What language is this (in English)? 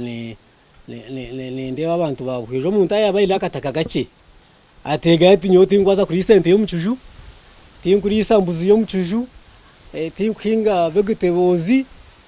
Nyankole